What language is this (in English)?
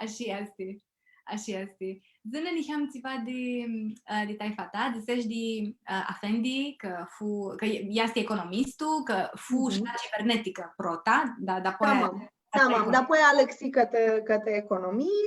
Aromanian